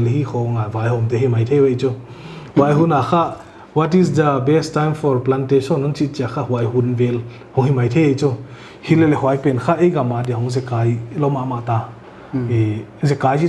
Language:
Paite Chin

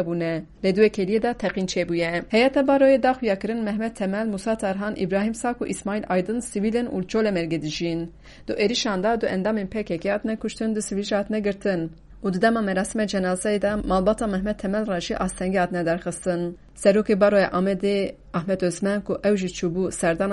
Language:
Kurdish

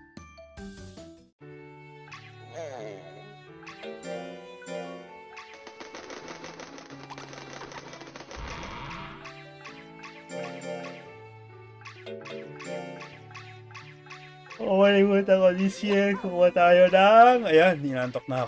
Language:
Filipino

